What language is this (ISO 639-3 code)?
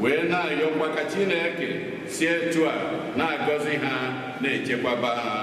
ibo